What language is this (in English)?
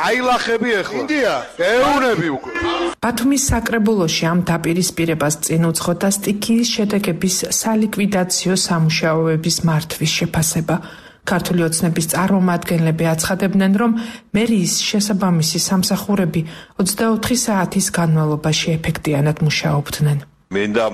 Georgian